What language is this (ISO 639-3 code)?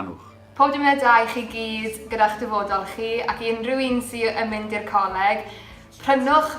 cym